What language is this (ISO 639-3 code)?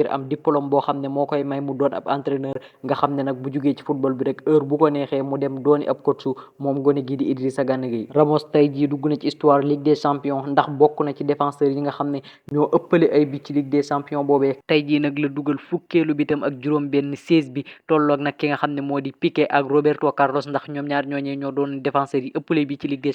wol